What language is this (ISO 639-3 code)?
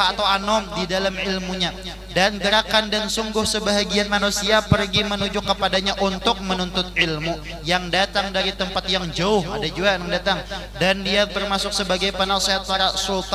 bjn